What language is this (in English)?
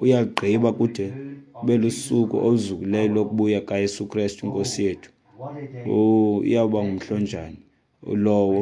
Xhosa